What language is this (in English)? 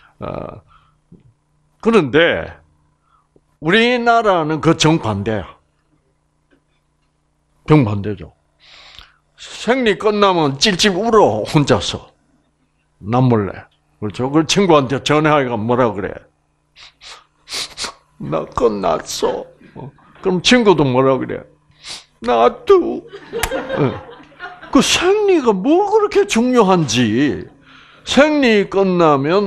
Korean